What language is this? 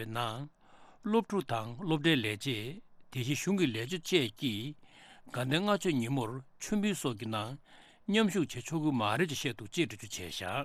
Tibetan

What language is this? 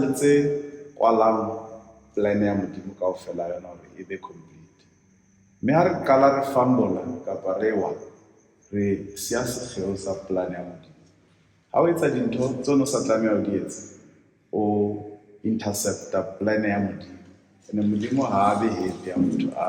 Southern Sotho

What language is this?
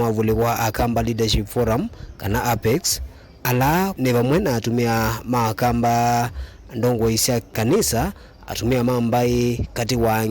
Kamba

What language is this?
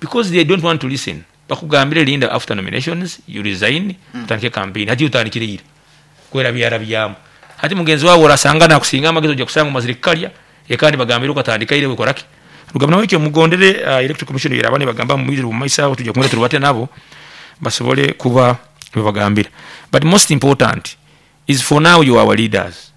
Nyankole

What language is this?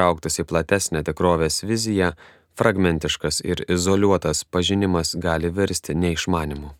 Lithuanian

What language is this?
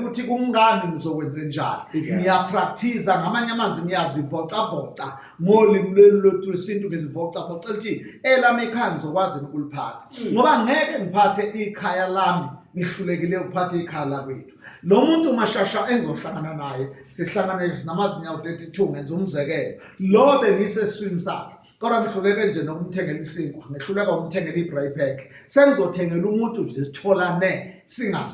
Zulu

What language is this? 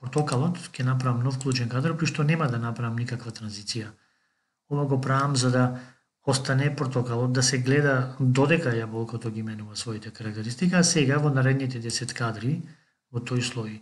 Macedonian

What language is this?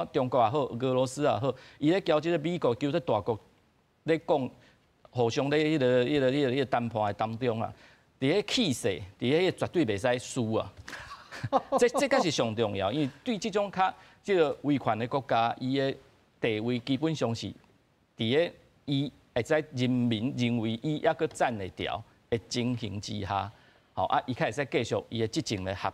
Min Nan Chinese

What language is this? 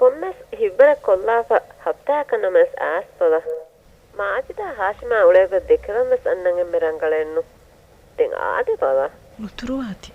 Divehi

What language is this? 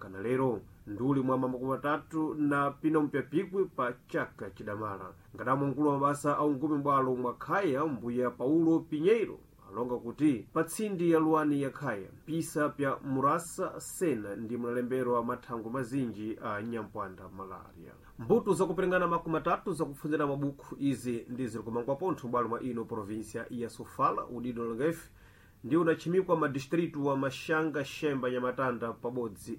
Sena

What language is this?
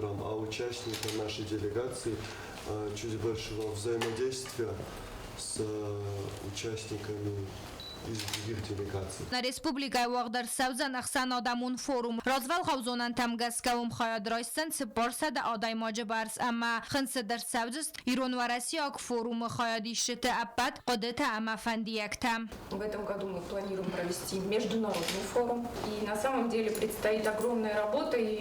Ossetic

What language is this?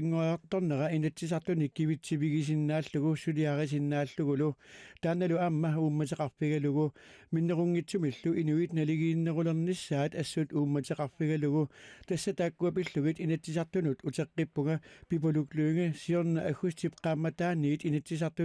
Kalaallisut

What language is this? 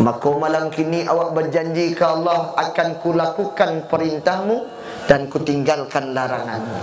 Minangkabau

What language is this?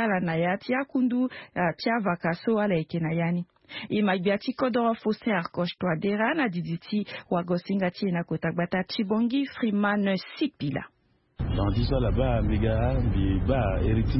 Sango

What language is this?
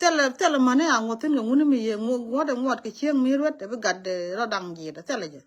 Nuer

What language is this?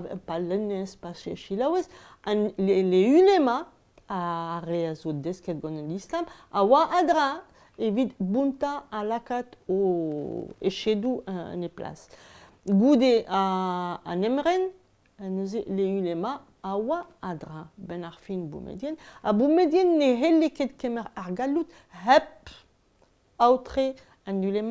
Breton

